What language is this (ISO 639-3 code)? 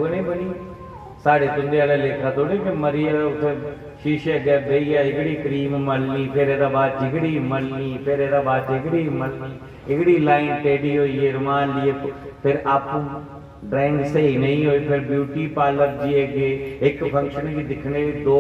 doi